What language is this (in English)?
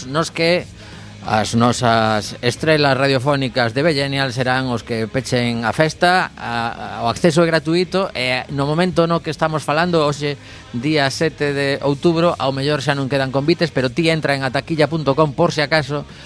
Galician